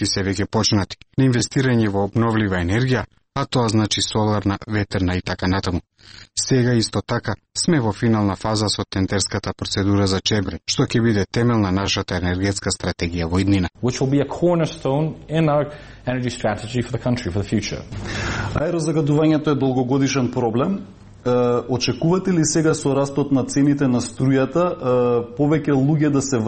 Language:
Macedonian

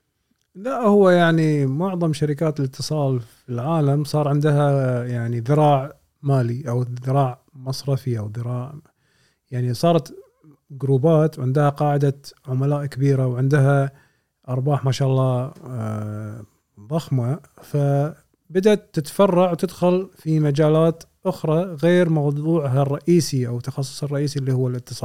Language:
Gulf Arabic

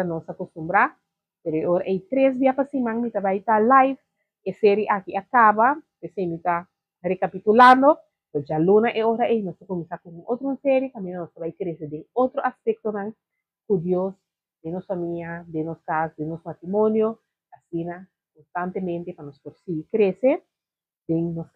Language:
Papiamento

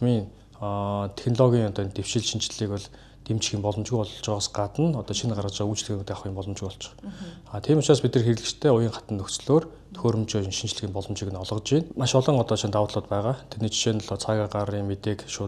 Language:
Mongolian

